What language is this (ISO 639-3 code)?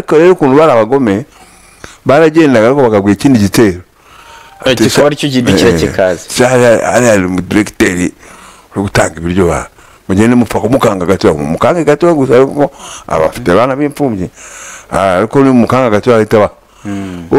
kin